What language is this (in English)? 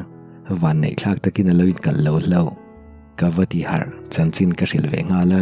Mizo